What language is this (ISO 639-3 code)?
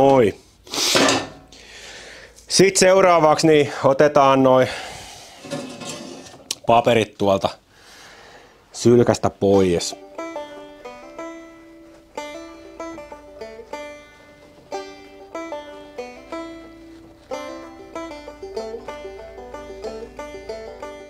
fin